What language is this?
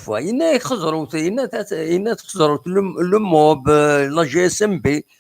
Kabyle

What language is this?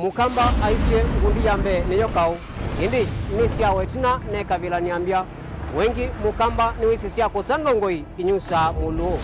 Kamba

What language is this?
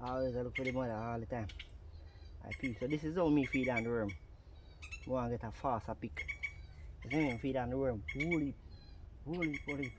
Jamaican Creole English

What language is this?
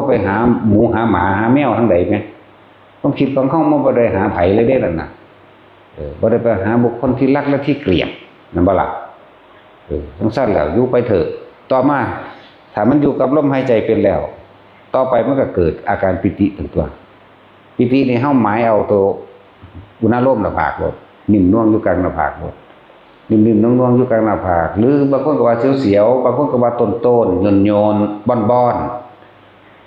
Northeastern Thai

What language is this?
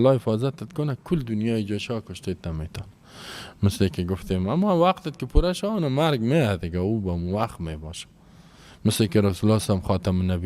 Persian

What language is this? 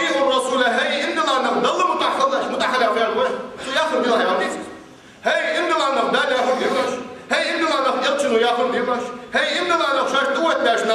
Ingush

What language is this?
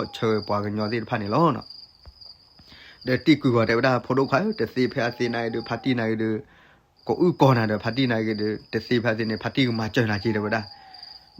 S'gaw Karen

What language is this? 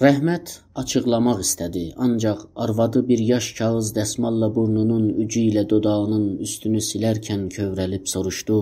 South Azerbaijani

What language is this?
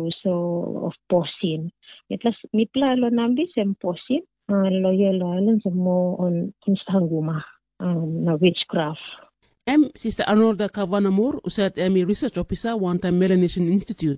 Tok Pisin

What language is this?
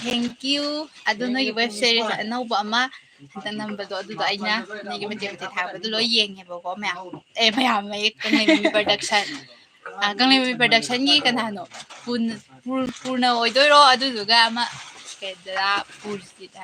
Manipuri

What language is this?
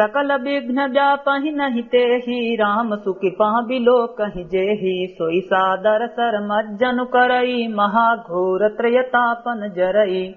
Awadhi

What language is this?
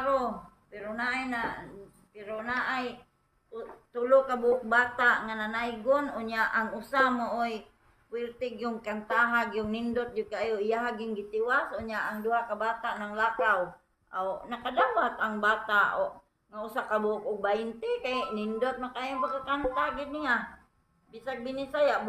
Cebuano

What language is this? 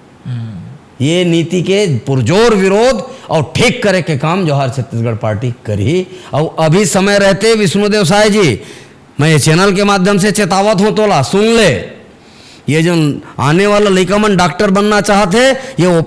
Chhattisgarhi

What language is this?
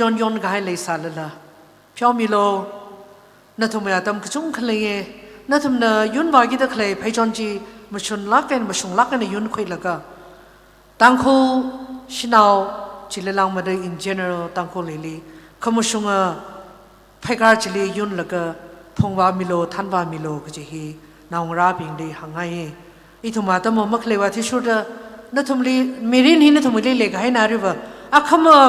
Tangkhul Naga (India)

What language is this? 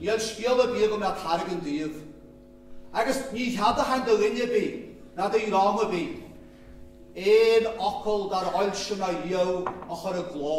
Irish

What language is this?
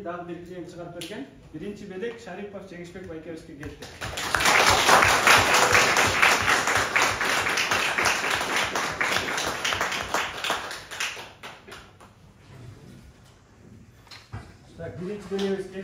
Kyrgyz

